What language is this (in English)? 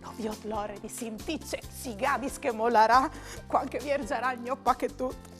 Friulian